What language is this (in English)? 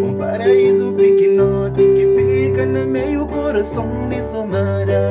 Kabuverdianu